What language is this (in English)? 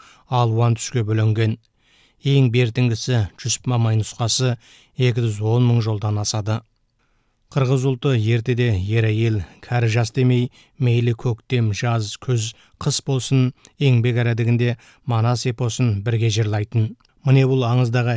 Kazakh